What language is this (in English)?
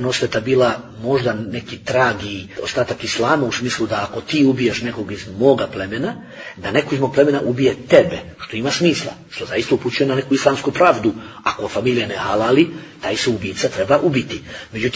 Bosnian